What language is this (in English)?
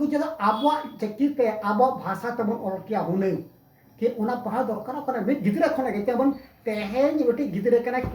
Santali